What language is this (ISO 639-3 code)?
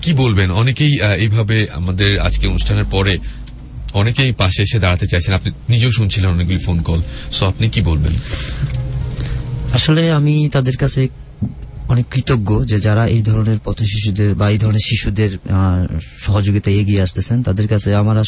ben